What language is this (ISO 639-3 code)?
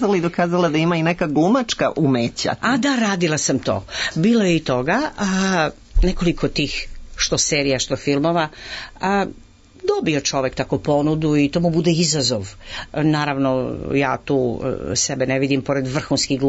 srp